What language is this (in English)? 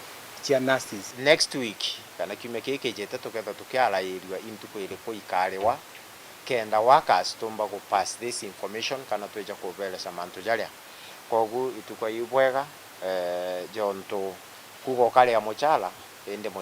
Meru